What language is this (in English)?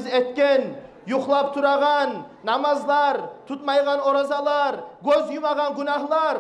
Kumyk